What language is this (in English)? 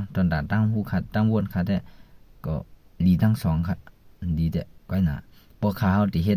Shan